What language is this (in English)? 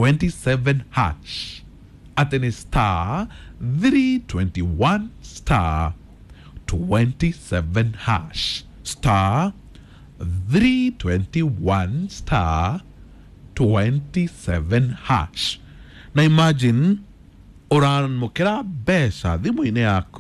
Kikuyu